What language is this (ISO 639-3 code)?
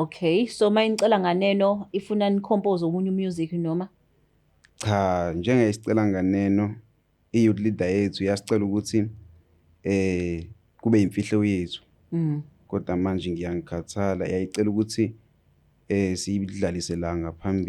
zul